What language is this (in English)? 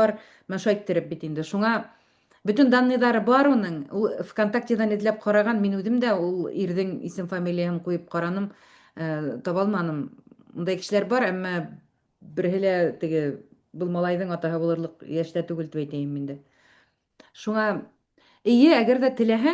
Bashkir